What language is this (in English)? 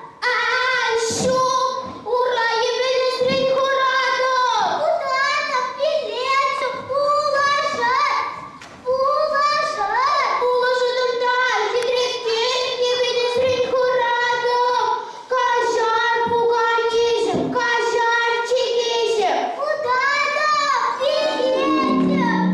Chuvash